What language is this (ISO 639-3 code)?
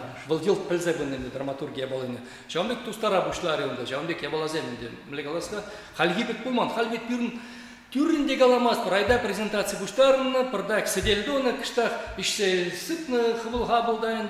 chv